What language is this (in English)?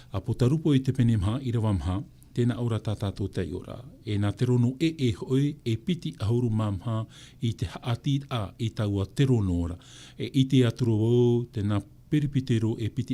Tahitian